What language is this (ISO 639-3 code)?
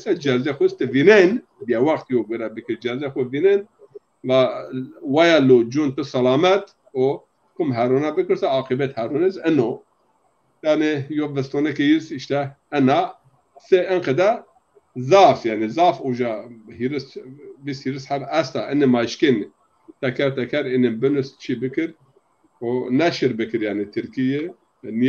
zza